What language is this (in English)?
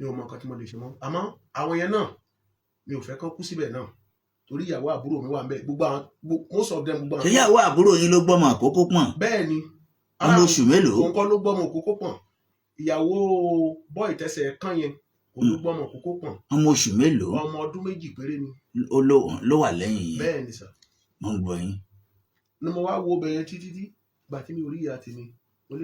Yoruba